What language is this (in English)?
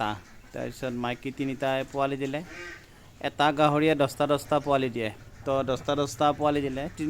Assamese